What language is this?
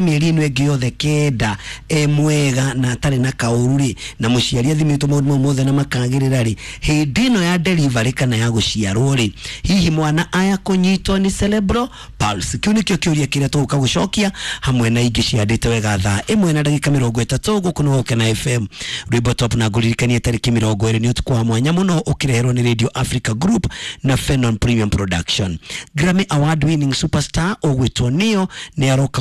Kikuyu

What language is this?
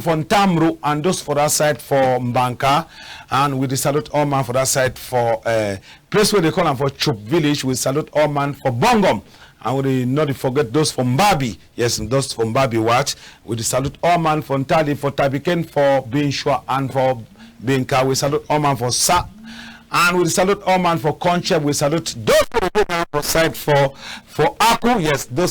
Cameroon Pidgin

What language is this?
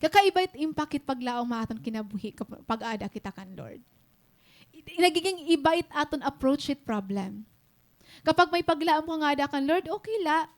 Waray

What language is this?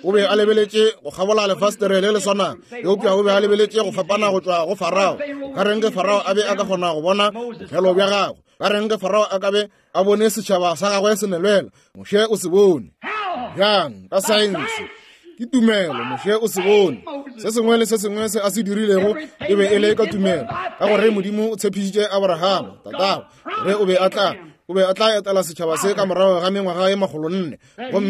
Northern Sotho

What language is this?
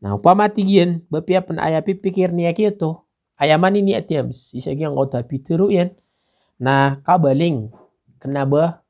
Maranao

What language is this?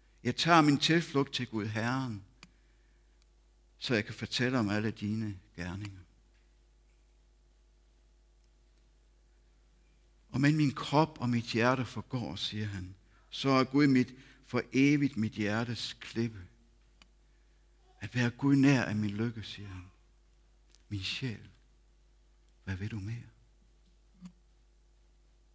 Danish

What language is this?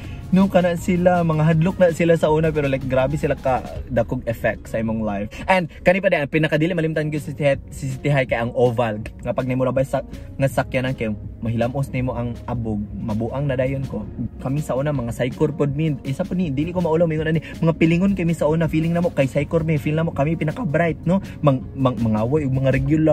Cebuano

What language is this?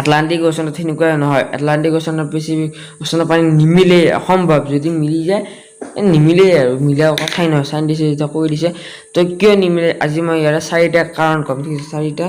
Assamese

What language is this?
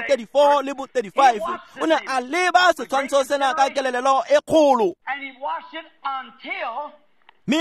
Tswana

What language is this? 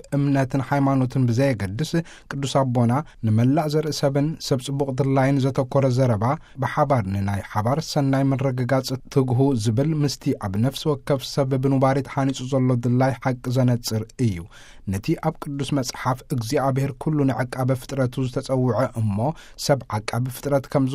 Tigrinya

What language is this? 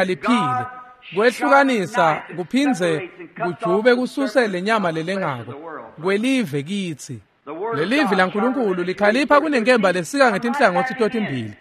Swati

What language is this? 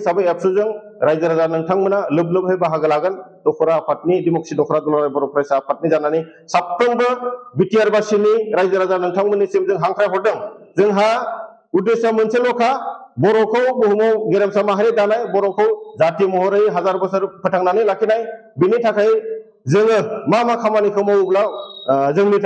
Bodo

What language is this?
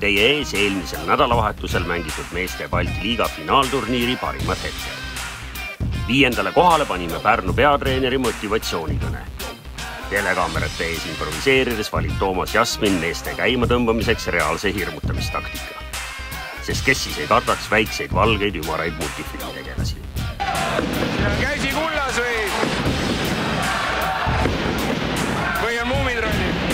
Estonian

